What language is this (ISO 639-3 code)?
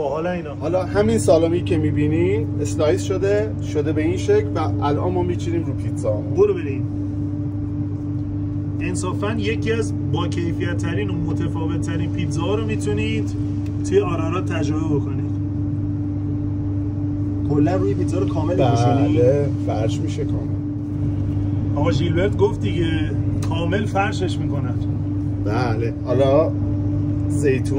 fas